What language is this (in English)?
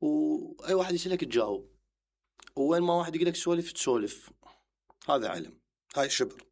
Mesopotamian Arabic